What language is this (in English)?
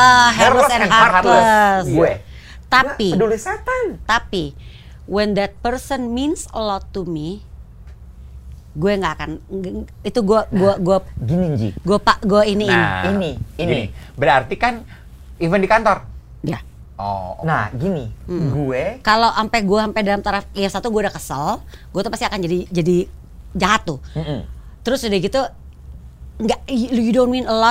Indonesian